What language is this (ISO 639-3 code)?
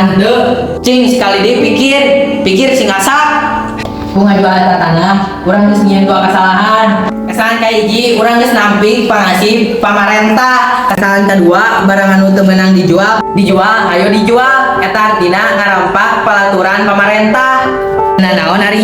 sun